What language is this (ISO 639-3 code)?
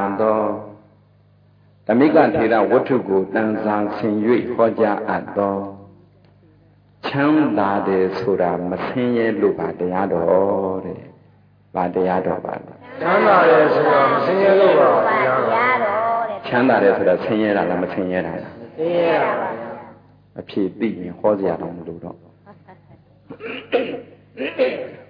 mya